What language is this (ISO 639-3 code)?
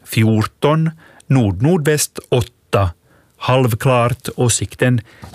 swe